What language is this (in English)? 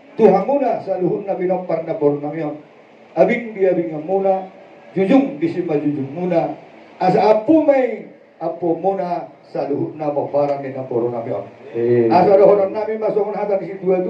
Batak Toba